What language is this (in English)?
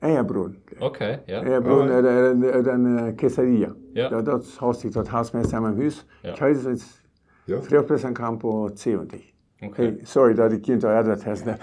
Plautdietsch